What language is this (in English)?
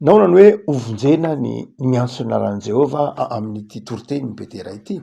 Malagasy